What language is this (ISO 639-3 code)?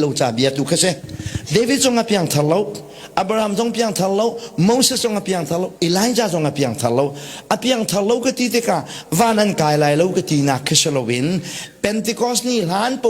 cnh